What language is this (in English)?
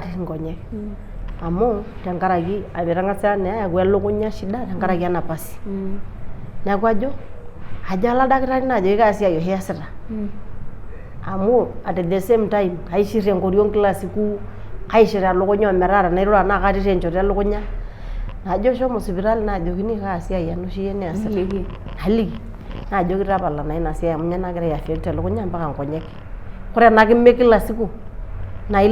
Masai